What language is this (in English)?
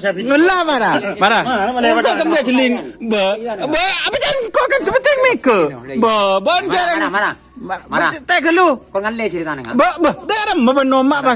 Madurese